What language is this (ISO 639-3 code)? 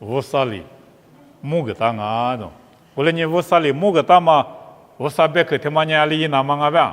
lis